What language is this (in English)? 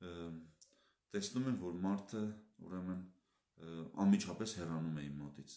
Armenian